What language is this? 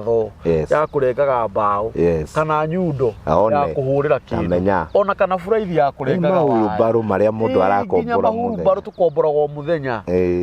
Kikuyu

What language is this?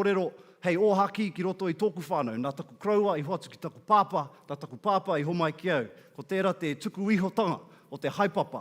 Māori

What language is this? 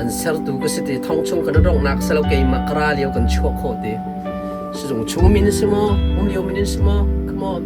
Hakha Chin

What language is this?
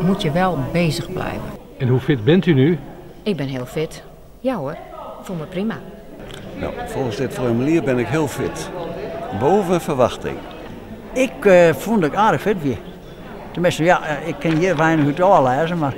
Western Frisian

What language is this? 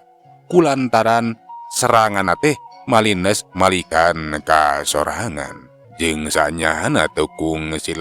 Sundanese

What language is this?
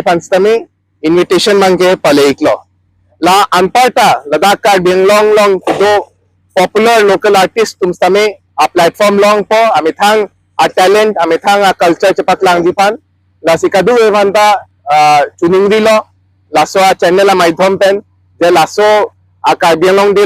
Karbi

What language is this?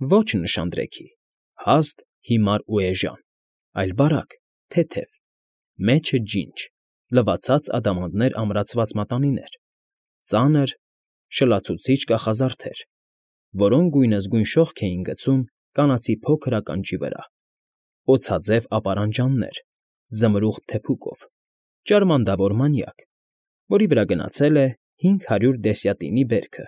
Armenian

